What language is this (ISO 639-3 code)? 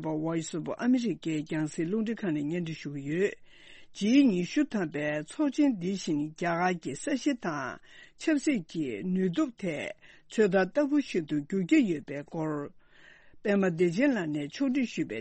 bod